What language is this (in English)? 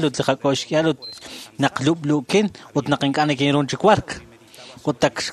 Kekchí